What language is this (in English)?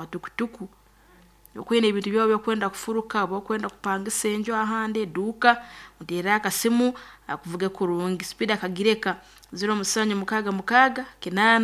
Nyankole